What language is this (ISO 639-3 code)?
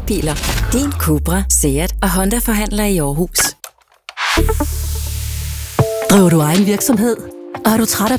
dan